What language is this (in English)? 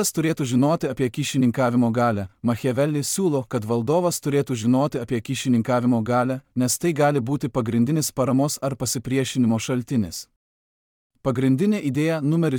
Lithuanian